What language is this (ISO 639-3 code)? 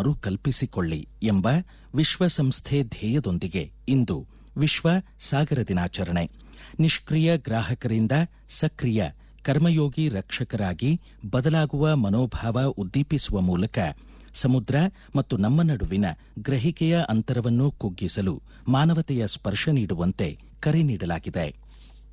kan